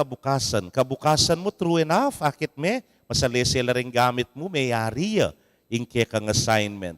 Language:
Pampanga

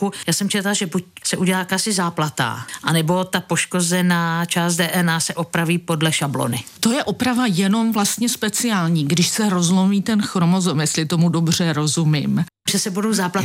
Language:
Czech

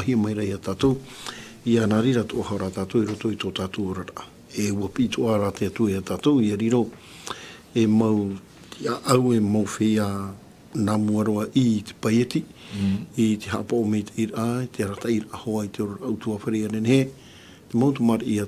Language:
Tahitian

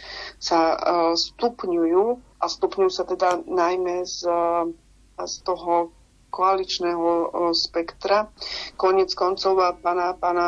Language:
Slovak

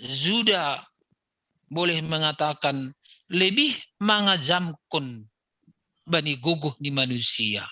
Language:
Batak Simalungun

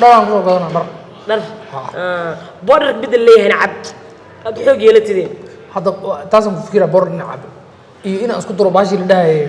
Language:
Somali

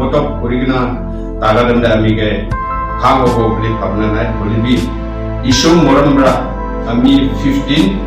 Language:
Naga Pidgin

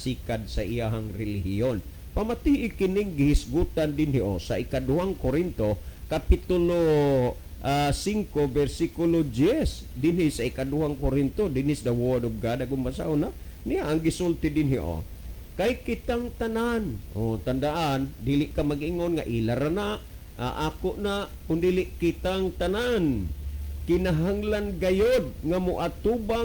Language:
Cebuano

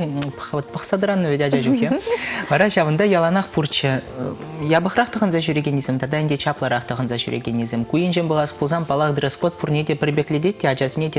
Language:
Chuvash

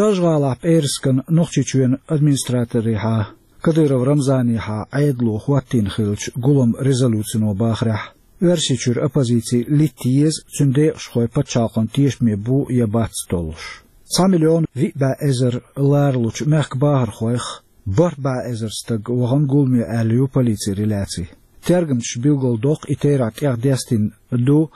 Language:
Chechen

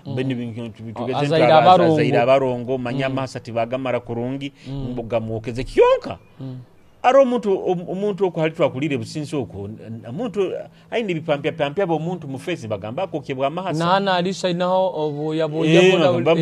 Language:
Nyoro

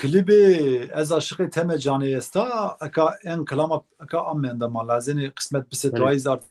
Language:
Zaza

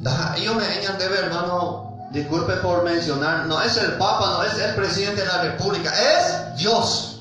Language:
Guarani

